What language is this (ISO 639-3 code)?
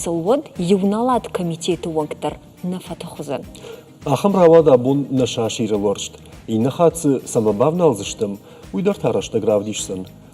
oss